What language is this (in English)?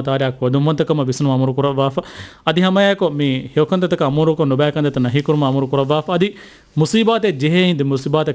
Divehi